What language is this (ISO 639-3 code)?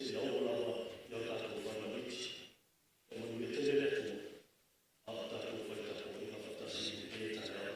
smo